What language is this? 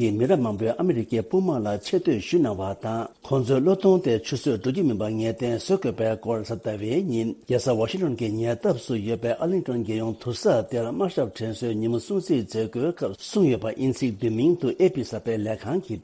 Tibetan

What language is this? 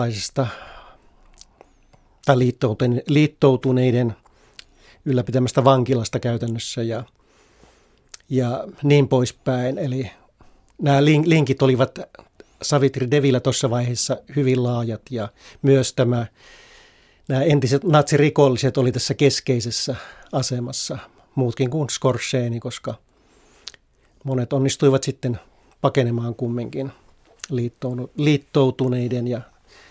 Finnish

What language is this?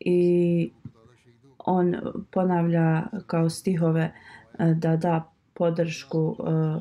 Bosnian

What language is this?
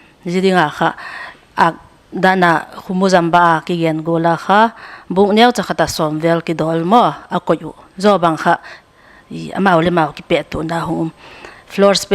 Paite Chin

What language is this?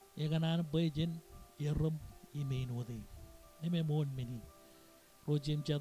Marshallese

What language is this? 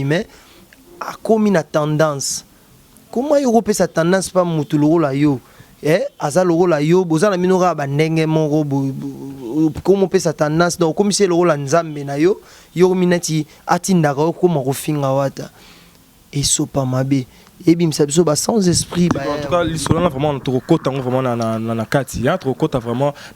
Lingala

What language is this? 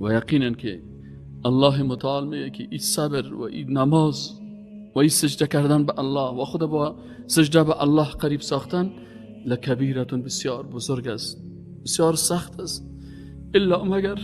Persian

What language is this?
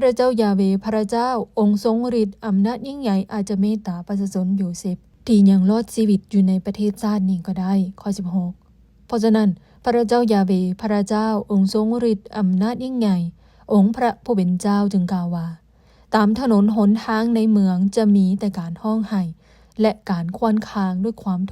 Lao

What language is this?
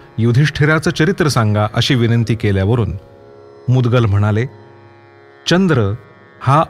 Marathi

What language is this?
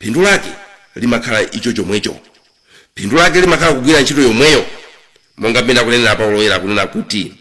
Nyanja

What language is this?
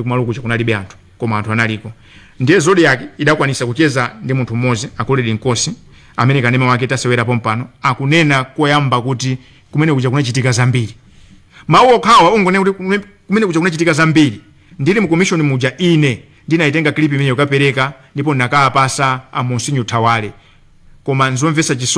Nyanja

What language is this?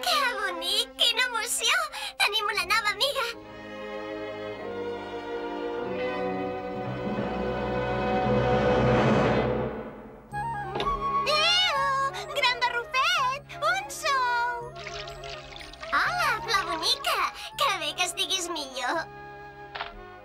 Catalan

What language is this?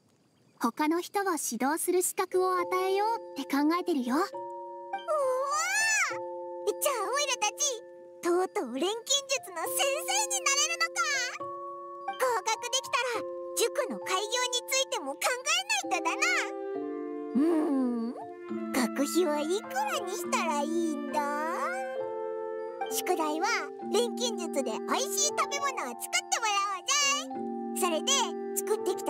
Japanese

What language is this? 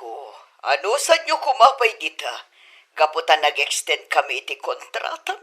Iloko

